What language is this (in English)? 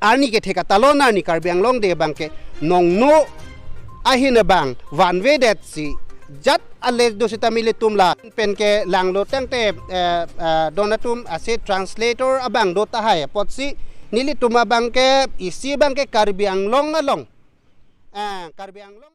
Karbi